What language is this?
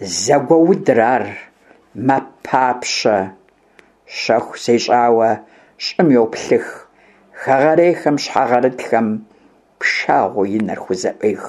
Kabardian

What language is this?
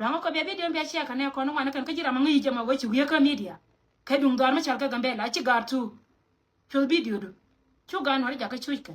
Nuer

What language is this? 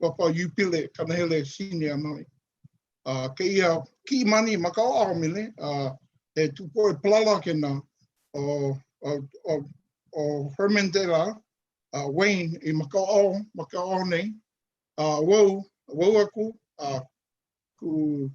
Hawaiian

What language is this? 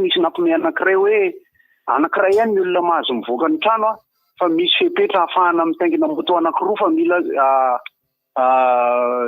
Malagasy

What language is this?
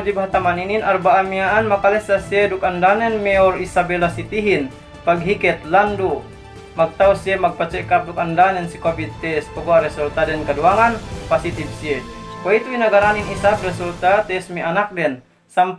Yakan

